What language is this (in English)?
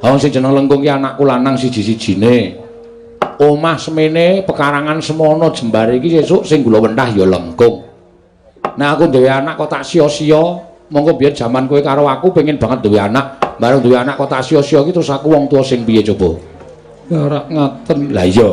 Javanese